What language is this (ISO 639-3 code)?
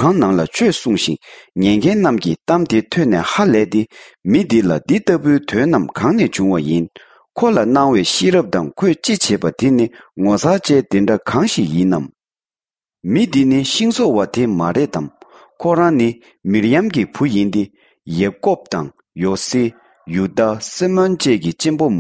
bod